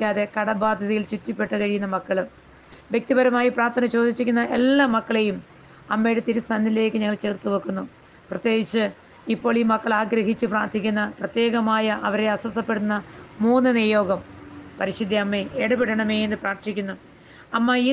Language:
Malayalam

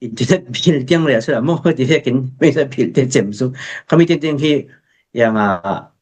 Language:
Falam Chin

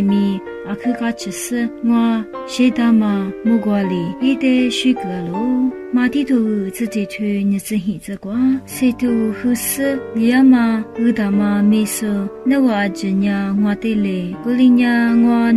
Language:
Lisu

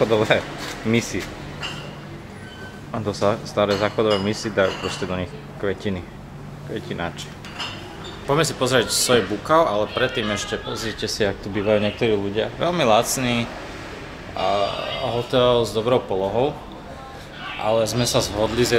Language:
Slovak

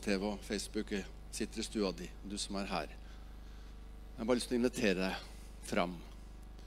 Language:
Norwegian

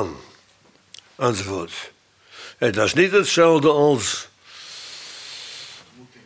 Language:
Dutch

